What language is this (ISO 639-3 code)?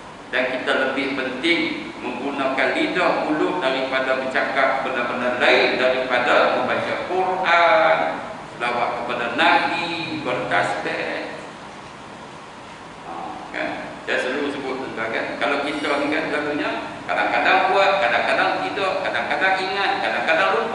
msa